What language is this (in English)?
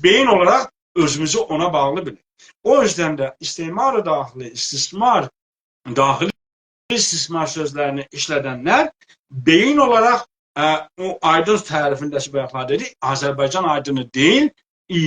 South Azerbaijani